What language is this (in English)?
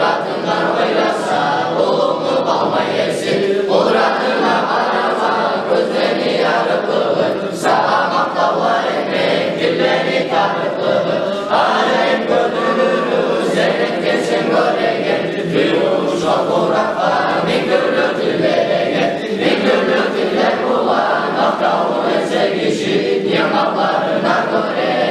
Kumyk